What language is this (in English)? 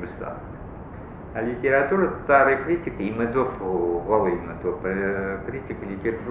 Abkhazian